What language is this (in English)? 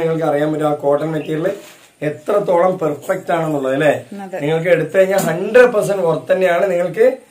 Malayalam